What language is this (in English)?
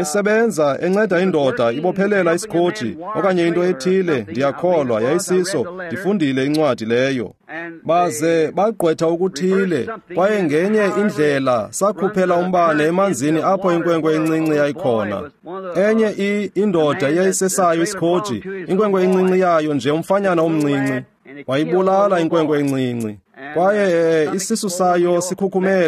Xhosa